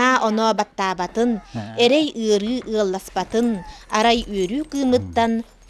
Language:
Yakut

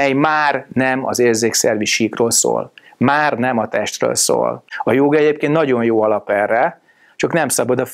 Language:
Hungarian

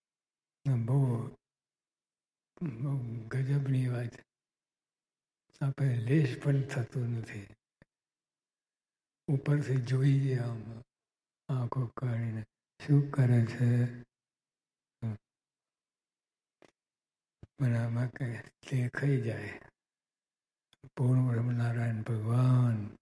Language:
Gujarati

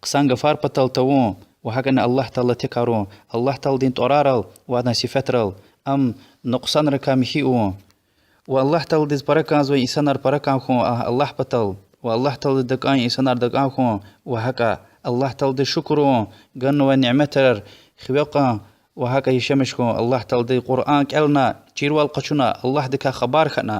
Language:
Lezghian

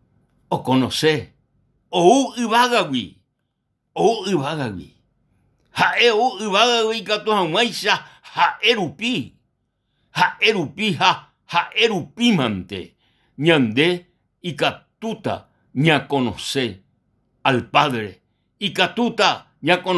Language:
Guarani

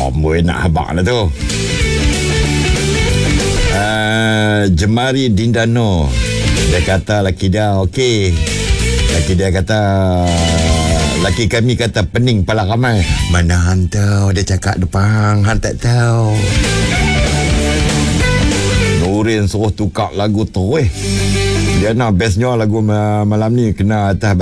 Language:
Malay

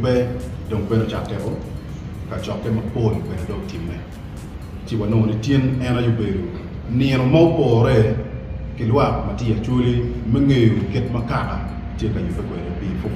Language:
Acoli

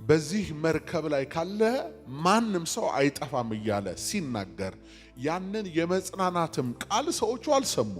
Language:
Amharic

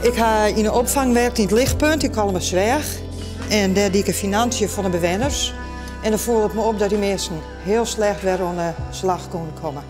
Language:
Western Frisian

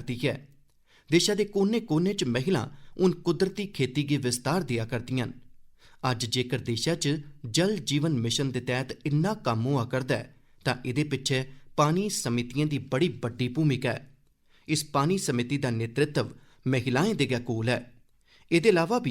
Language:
Dogri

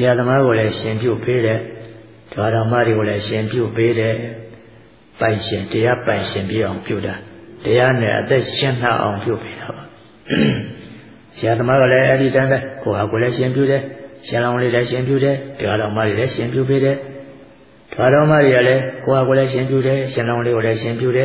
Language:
Burmese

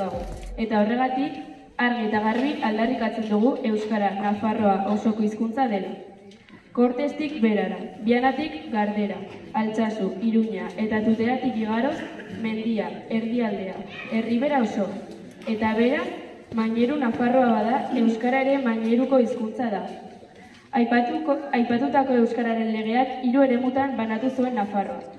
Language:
Basque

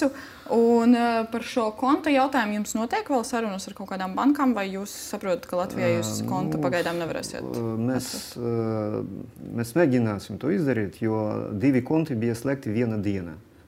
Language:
Latvian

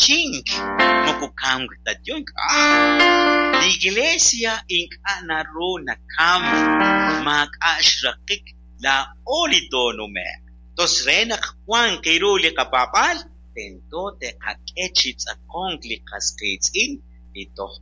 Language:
Kekchí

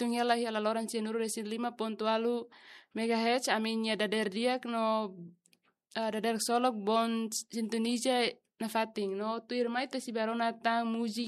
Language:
Tetum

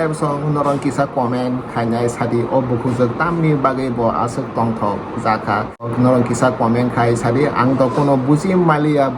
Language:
Kok Borok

